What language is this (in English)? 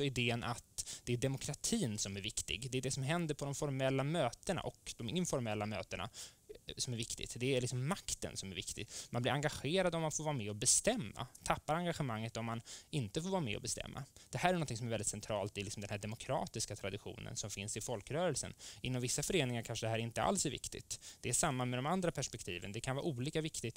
Swedish